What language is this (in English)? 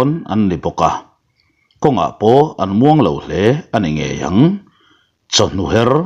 Mizo